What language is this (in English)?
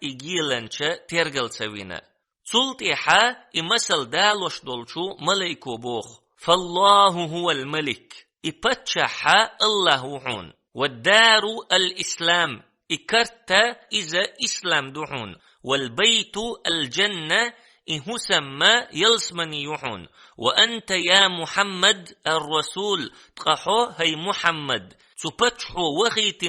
Chechen